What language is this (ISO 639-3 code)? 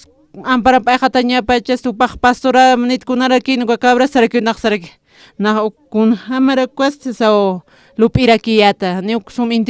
aym